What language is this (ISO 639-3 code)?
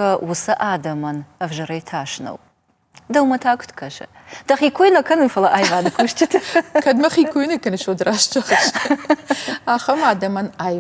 oss